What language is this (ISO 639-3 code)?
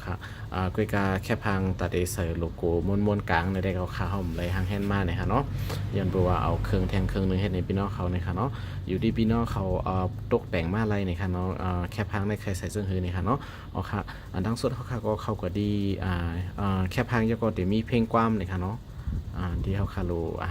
shn